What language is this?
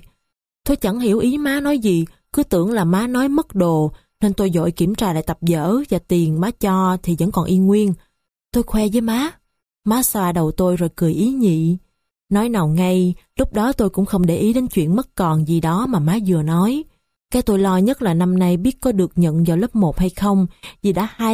Vietnamese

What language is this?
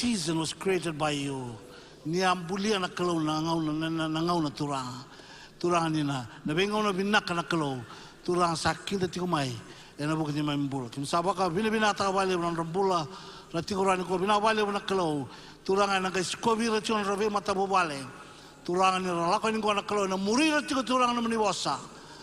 Fijian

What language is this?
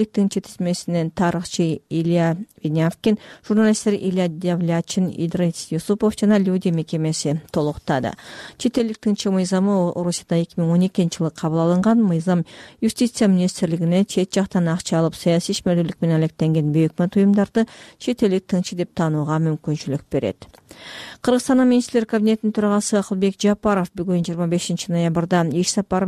Kyrgyz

